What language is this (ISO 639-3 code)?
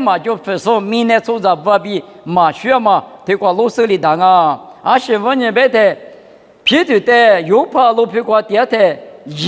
lis